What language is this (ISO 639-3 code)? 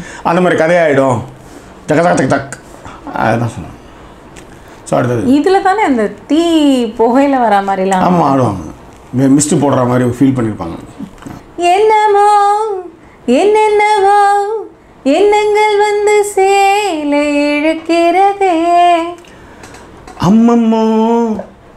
tam